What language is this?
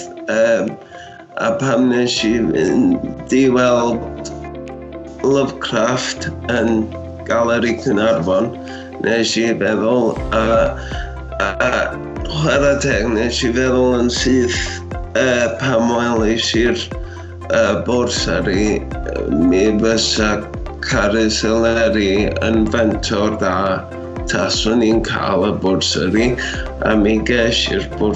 Welsh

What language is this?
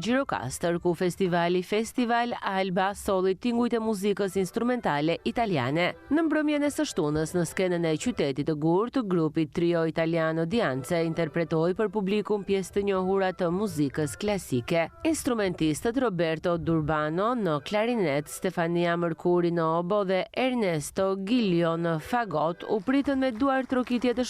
Albanian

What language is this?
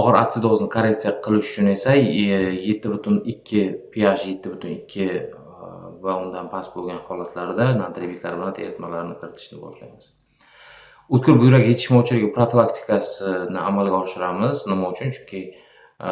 Uzbek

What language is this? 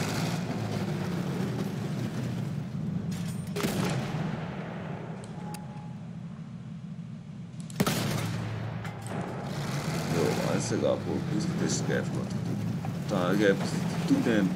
Hungarian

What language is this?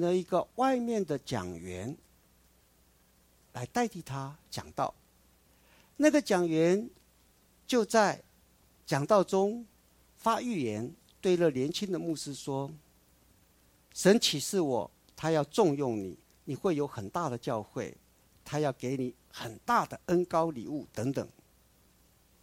Chinese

